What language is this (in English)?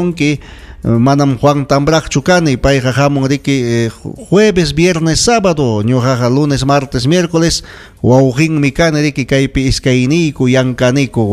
Ayacucho Quechua